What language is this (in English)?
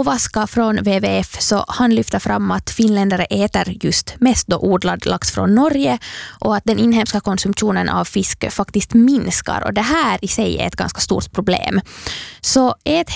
Swedish